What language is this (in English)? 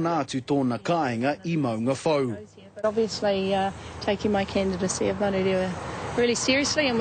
Māori